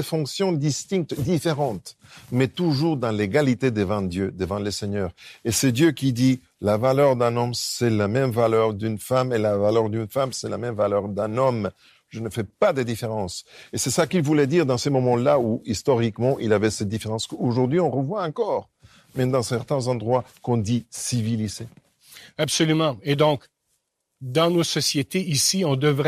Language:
French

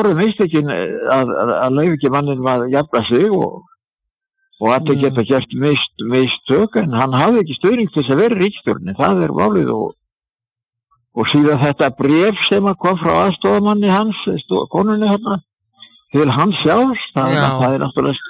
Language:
Icelandic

